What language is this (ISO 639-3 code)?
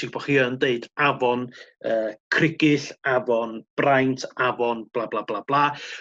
cym